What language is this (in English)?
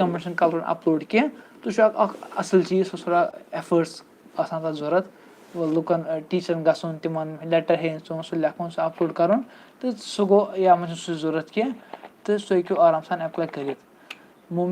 Kashmiri